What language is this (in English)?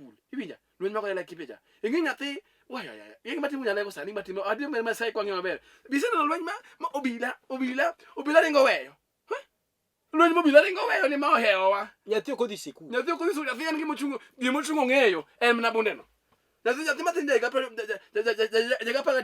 Luo (Kenya and Tanzania)